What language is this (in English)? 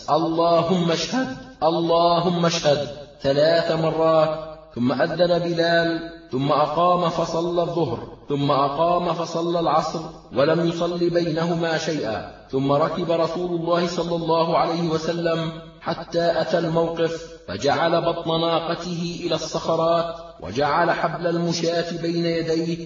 Arabic